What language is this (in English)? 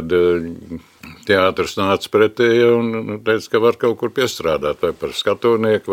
Latvian